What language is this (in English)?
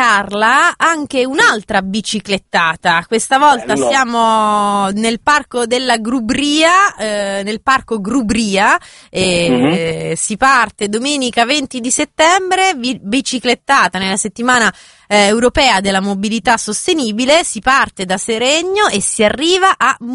Italian